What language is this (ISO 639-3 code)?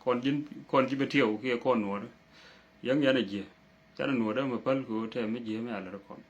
nus